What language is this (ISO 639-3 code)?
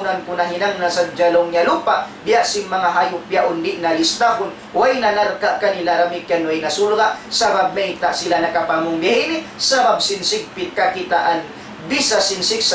tsg